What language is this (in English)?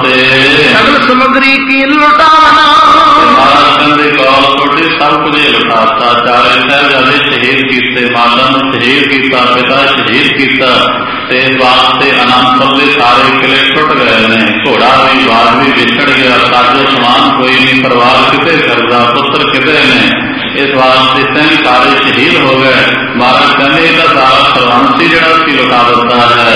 Punjabi